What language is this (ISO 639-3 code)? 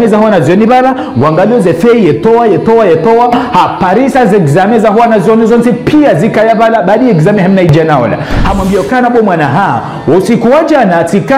zdj